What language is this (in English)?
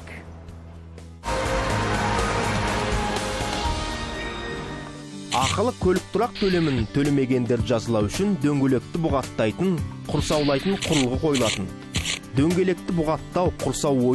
Kazakh